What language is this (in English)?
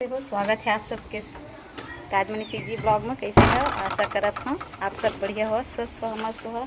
Chhattisgarhi